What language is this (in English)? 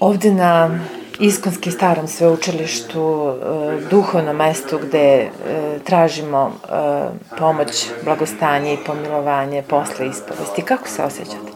Serbian